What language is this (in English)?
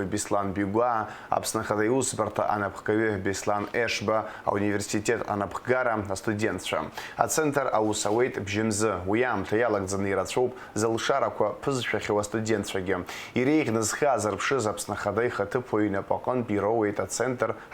Abkhazian